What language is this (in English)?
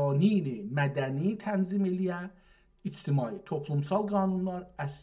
South Azerbaijani